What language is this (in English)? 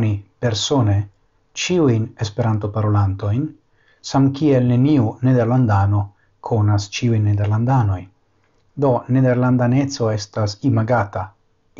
Esperanto